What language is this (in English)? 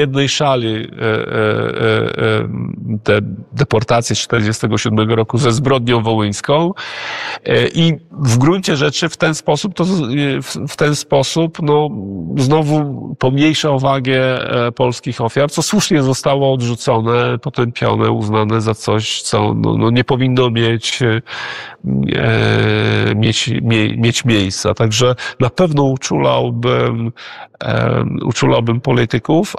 Polish